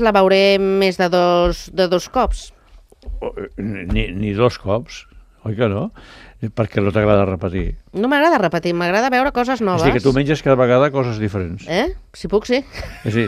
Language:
Catalan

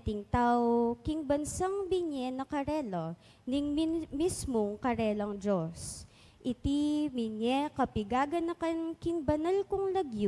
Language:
Pampanga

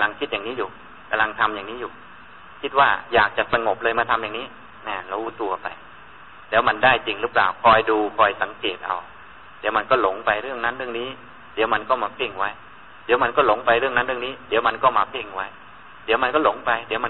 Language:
Thai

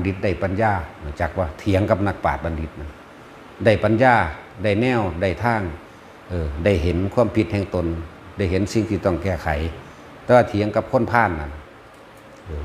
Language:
Lao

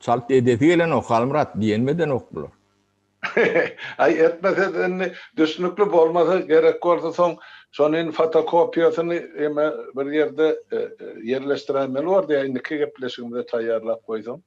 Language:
Turkmen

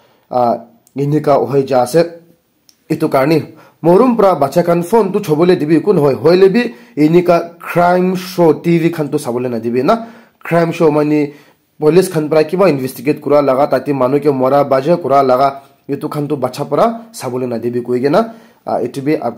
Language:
Naga Pidgin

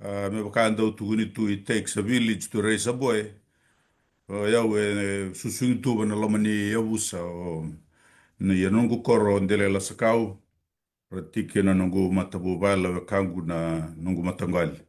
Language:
Fijian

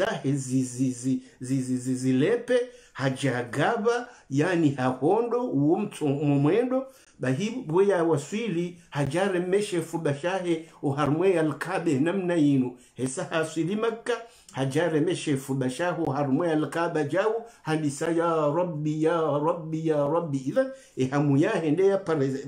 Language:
Swahili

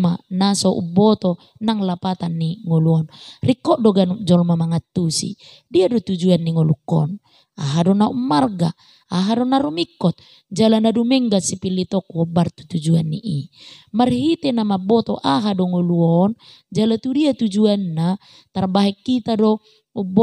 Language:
Batak Toba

